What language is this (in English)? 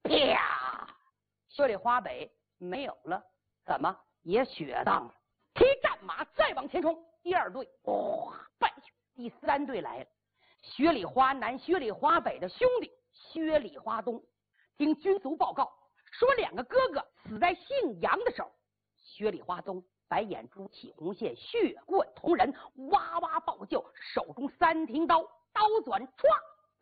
Chinese